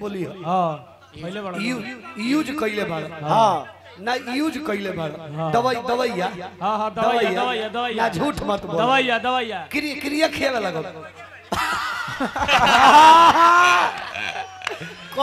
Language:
Bhojpuri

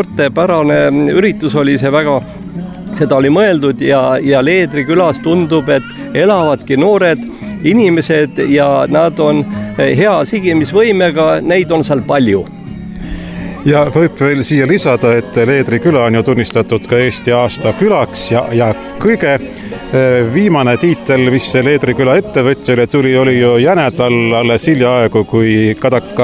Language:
Estonian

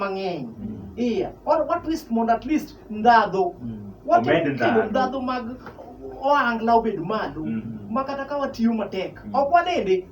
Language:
Luo (Kenya and Tanzania)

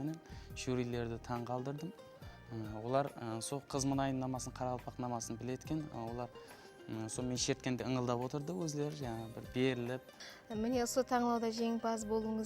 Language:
Kara-Kalpak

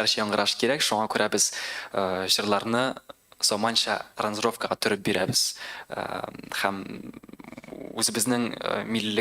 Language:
Tatar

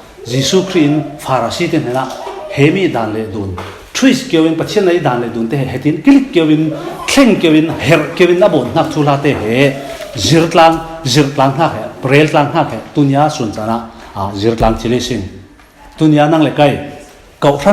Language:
Falam Chin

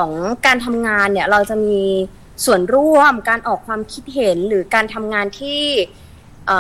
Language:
Thai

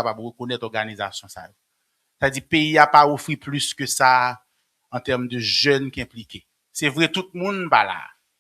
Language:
Haitian Creole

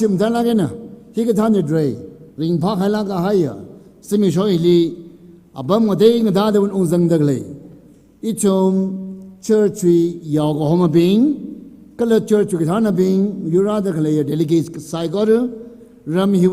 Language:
Tangkhul Naga (India)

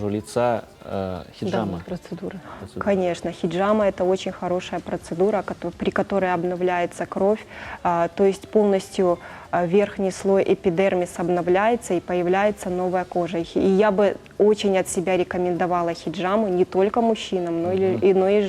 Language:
Crimean Tatar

